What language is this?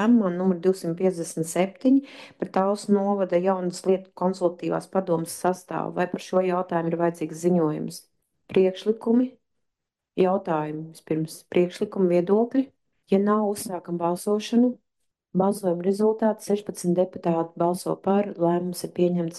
Latvian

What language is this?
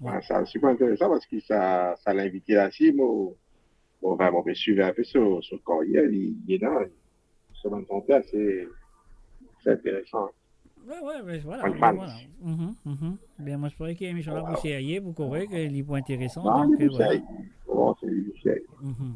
Morisyen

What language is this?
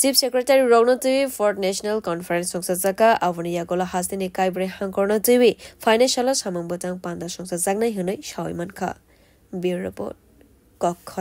Kok Borok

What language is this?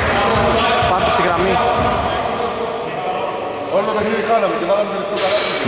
Greek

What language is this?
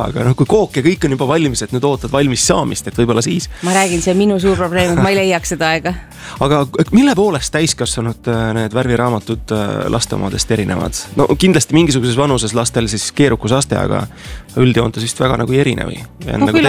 Estonian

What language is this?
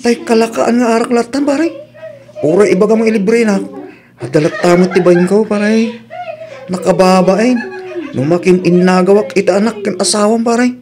Iloko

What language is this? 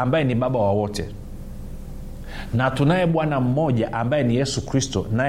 Swahili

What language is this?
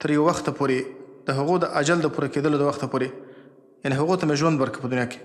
Pashto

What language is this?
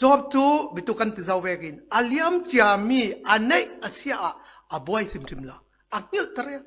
Falam Chin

